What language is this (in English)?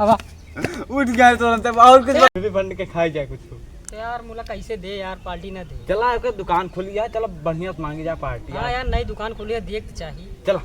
Awadhi